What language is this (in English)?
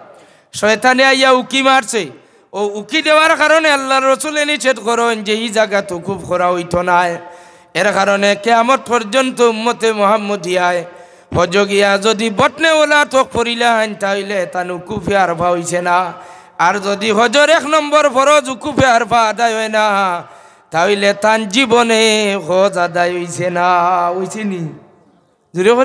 Sylheti